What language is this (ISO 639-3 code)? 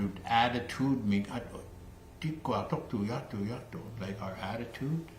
iku